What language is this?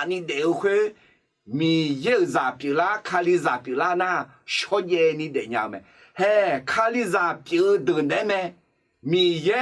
Akha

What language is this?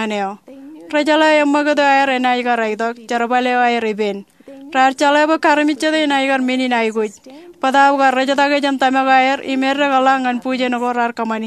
Marshallese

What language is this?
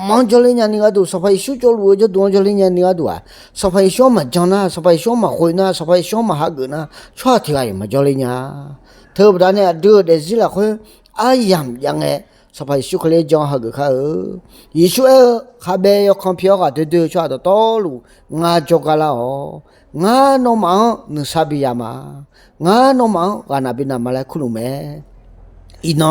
Akha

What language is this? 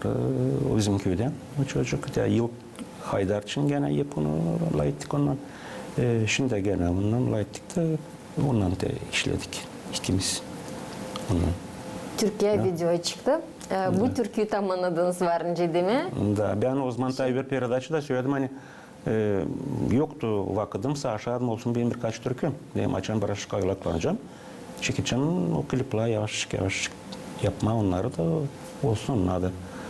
Gagauz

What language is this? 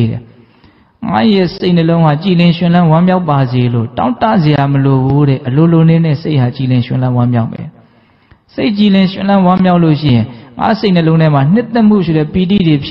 Burmese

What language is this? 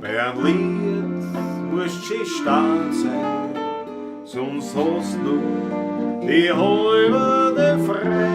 Bavarian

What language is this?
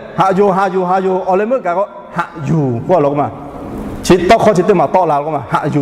Lahu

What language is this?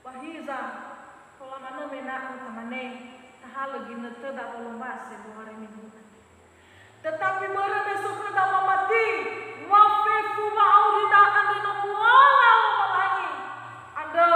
Nias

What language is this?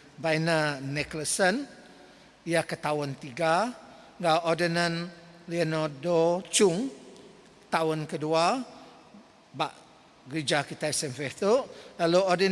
Iban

